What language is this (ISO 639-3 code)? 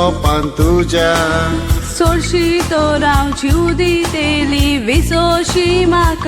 kok